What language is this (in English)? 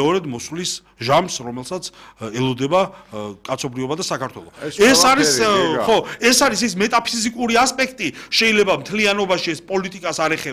Georgian